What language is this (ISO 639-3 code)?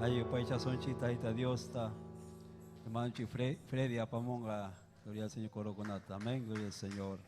quy